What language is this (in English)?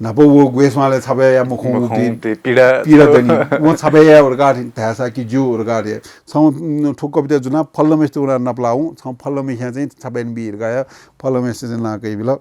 Newari